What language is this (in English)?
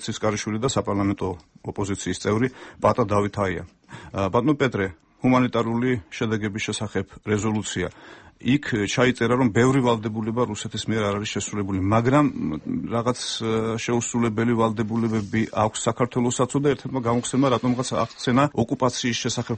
Georgian